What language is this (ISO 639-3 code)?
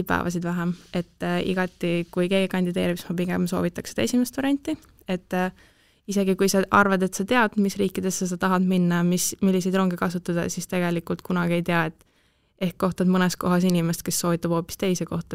est